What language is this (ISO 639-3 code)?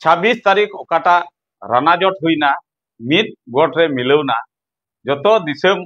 sat